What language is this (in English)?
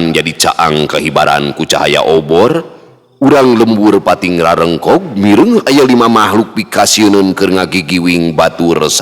Sundanese